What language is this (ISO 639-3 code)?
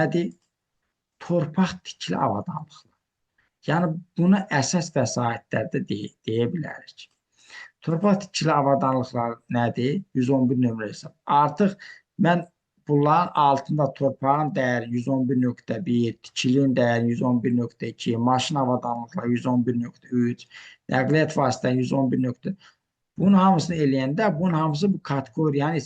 aze